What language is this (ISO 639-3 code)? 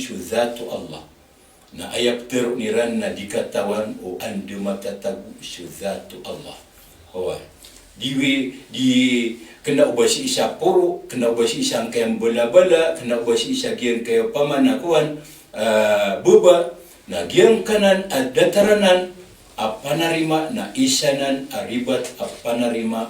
mrw